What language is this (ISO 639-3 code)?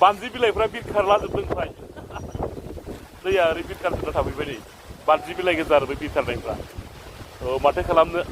brx